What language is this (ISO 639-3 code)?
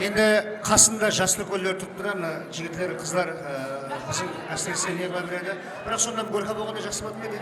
kaa